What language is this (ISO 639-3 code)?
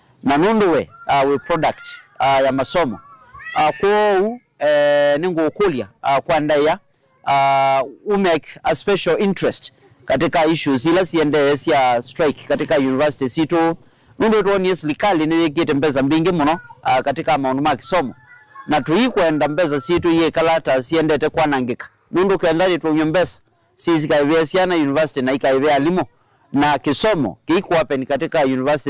kam